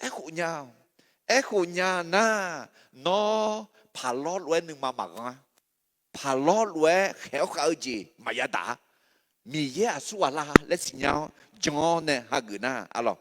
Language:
Akha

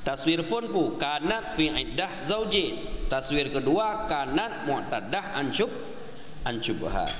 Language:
Achinese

